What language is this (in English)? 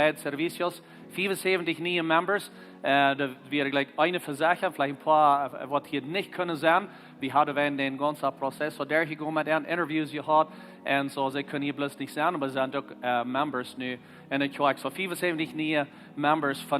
Plautdietsch